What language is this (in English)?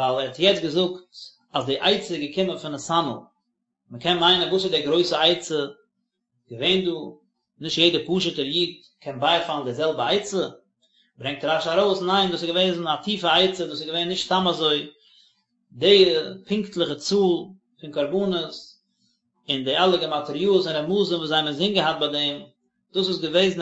Yiddish